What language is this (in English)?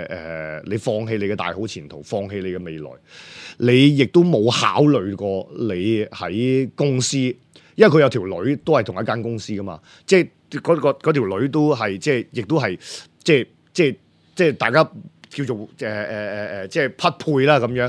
Cantonese